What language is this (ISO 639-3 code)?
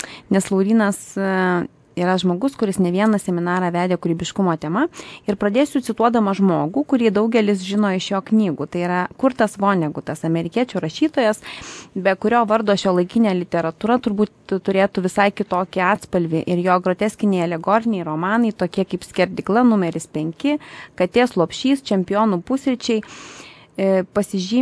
lit